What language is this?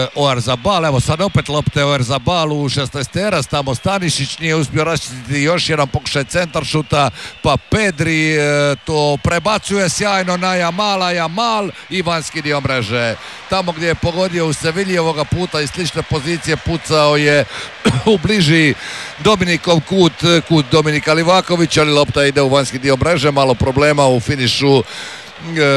Croatian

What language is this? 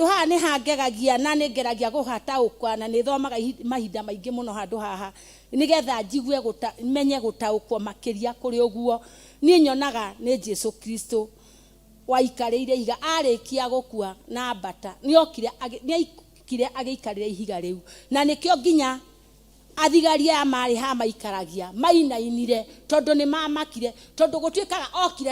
Kikuyu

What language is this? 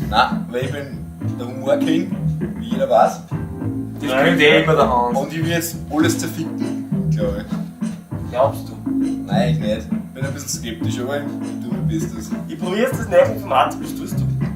Bavarian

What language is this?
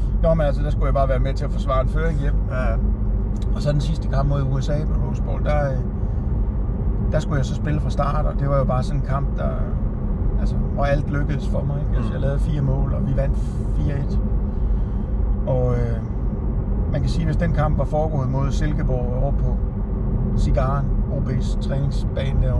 Danish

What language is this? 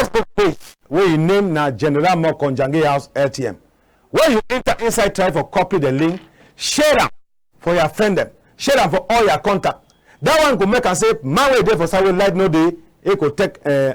Cameroon Pidgin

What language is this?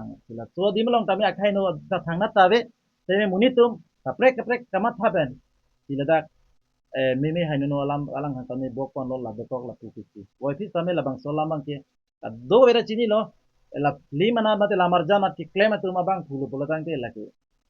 Karbi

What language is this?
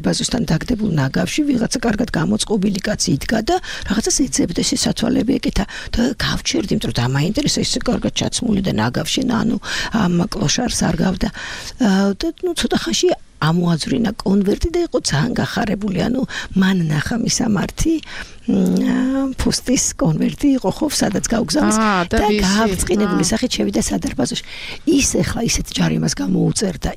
Georgian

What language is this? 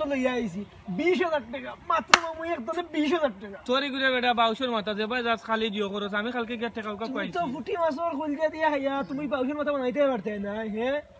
Sylheti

